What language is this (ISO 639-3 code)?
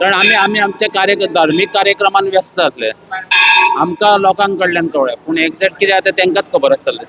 kok